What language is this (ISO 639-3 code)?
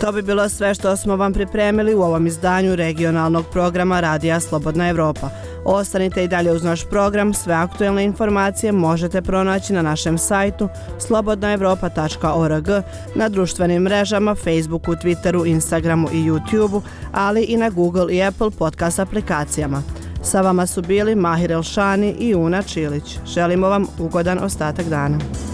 bos